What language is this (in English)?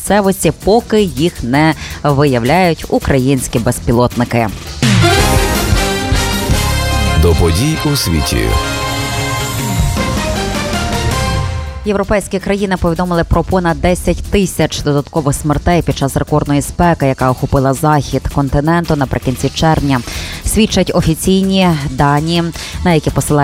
Ukrainian